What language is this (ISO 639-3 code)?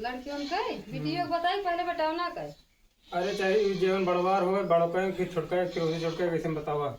awa